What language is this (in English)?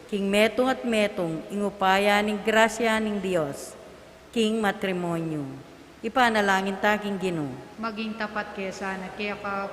Pampanga